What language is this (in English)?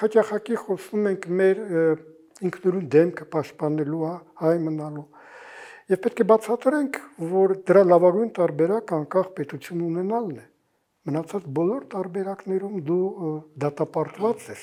Armenian